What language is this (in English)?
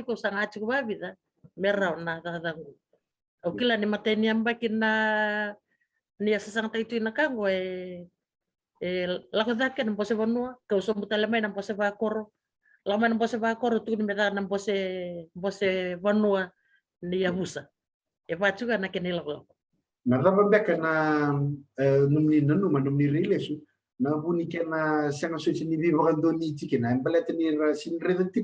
Fijian